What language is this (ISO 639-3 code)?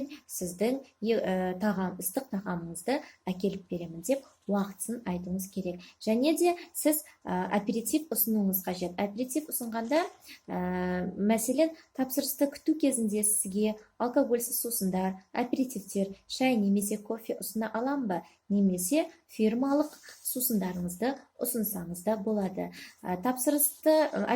kaz